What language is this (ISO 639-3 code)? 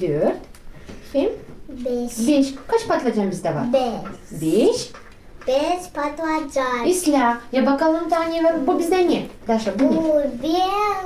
gag